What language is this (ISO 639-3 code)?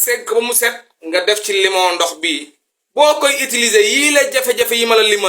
wol